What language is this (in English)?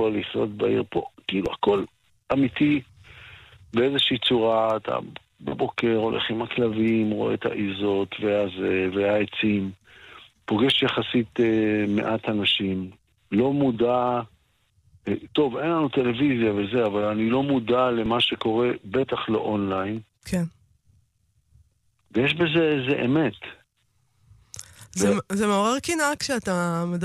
Hebrew